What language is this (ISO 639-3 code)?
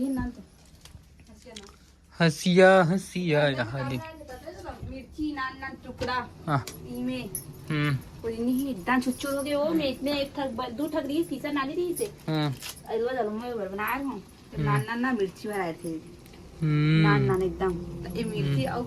hne